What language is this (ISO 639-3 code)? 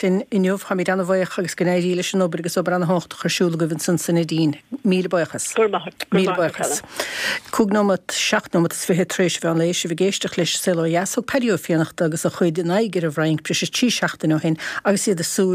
gle